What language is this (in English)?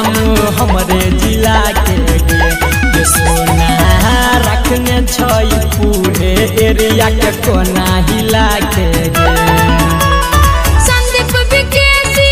Maithili